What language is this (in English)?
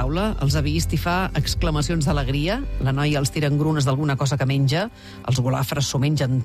Catalan